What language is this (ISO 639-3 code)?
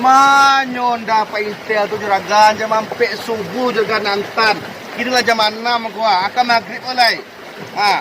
min